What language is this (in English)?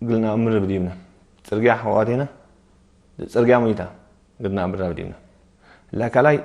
Tigre